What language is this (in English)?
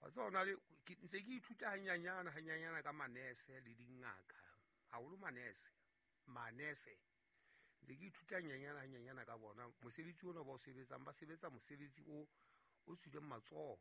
Southern Sotho